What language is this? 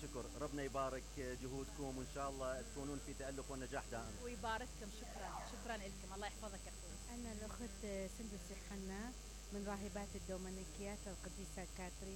Mesopotamian Arabic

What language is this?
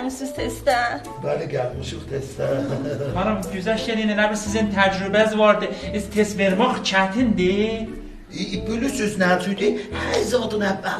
South Azerbaijani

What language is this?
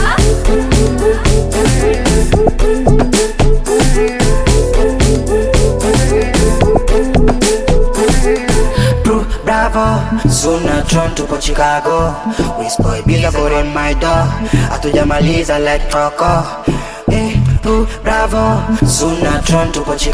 Swahili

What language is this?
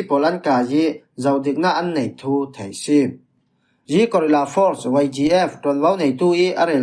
Falam Chin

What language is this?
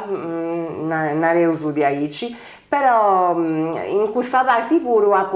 Sardinian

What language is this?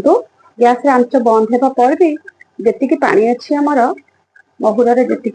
Odia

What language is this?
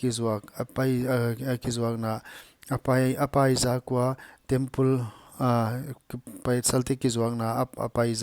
Paite Chin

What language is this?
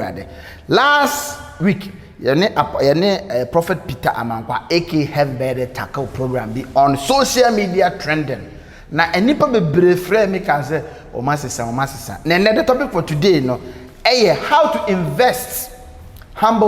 Akan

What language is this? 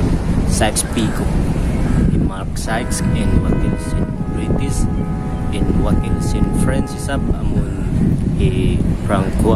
Tausug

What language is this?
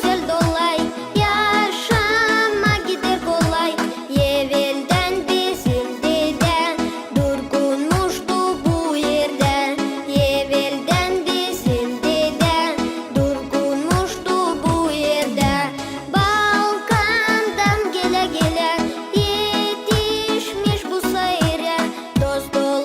Gagauz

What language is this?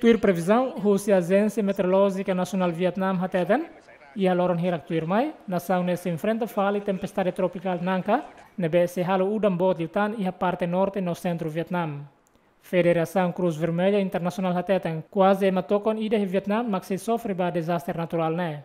Tetum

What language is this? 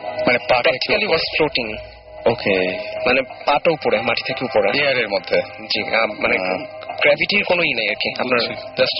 Bangla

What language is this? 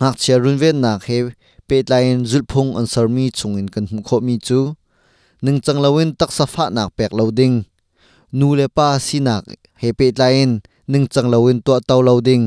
Hakha Chin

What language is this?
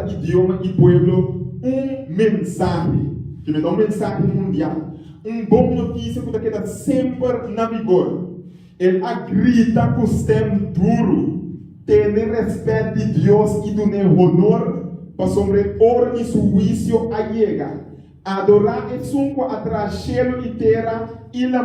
Papiamento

